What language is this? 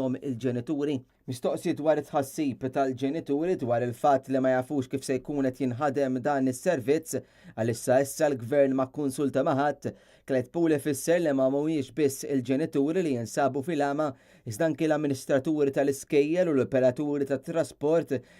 Maltese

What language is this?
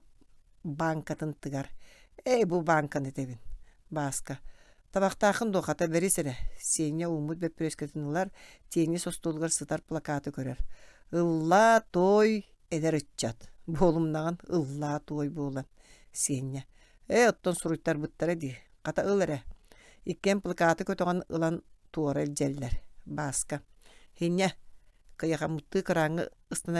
Yakut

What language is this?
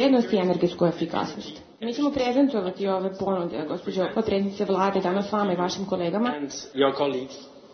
Serbian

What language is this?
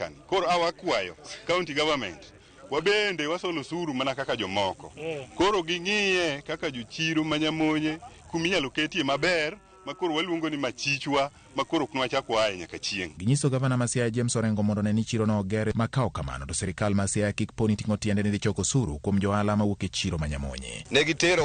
Luo (Kenya and Tanzania)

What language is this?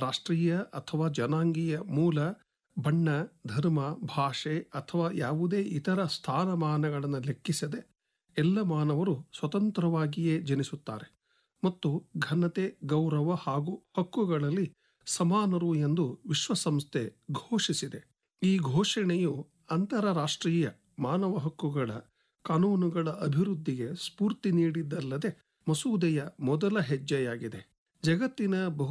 Kannada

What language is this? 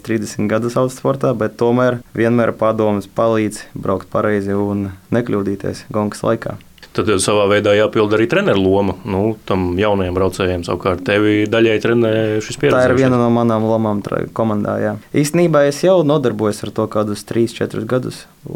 Latvian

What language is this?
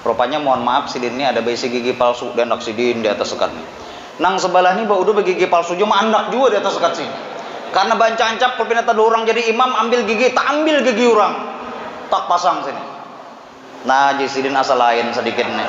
Banjar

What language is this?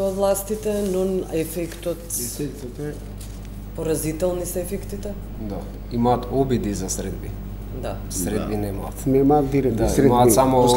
Macedonian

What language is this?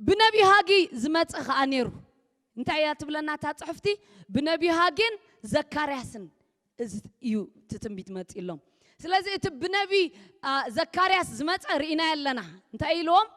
Tigrinya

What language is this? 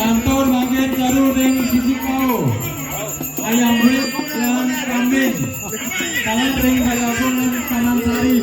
Balinese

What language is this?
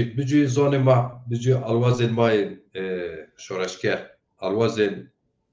Zaza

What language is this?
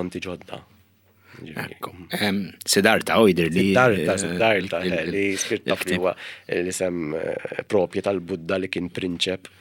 Maltese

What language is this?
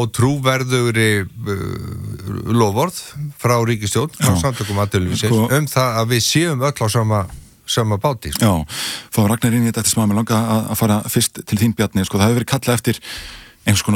Icelandic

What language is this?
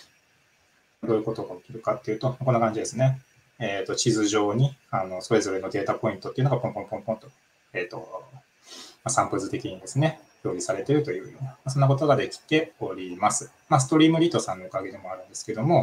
Japanese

